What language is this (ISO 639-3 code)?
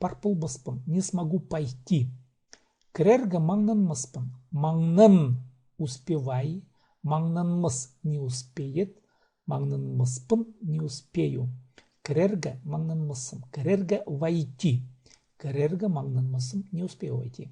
kjh